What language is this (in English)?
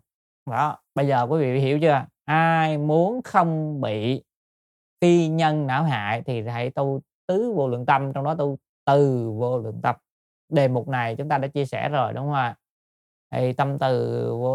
Vietnamese